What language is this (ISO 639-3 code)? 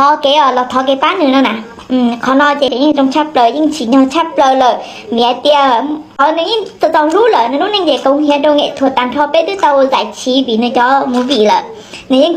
hmn